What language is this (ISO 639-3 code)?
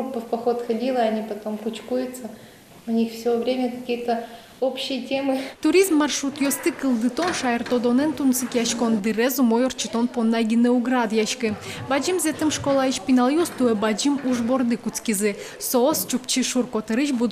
udm